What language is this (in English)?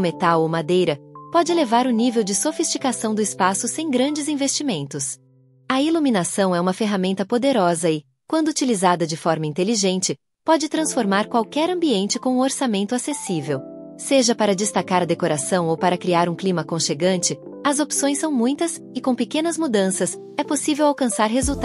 Portuguese